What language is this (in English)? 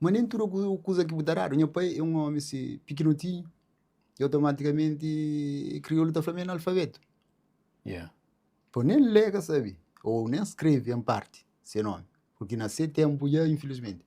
Kabuverdianu